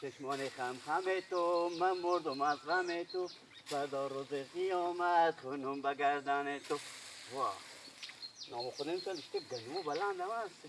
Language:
Persian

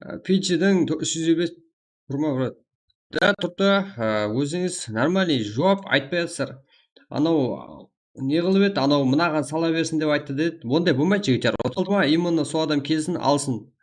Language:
Kara-Kalpak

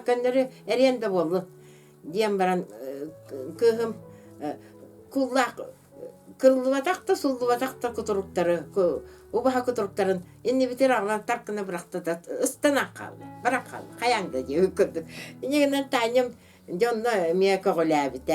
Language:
Yakut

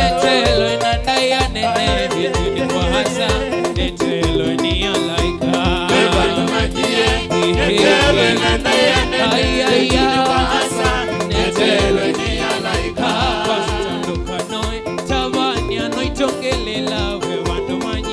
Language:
Kamba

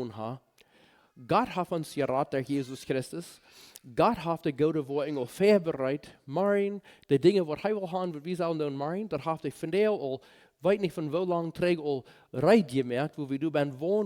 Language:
Plautdietsch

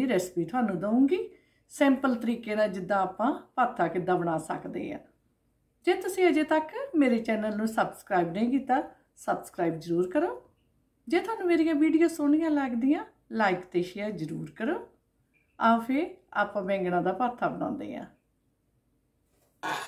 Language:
Punjabi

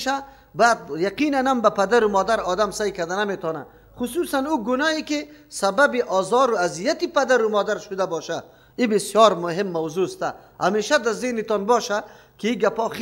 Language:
Persian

